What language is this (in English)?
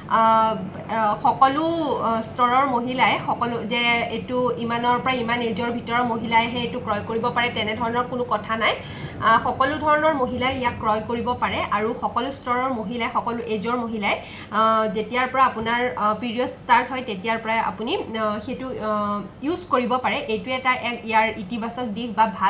Assamese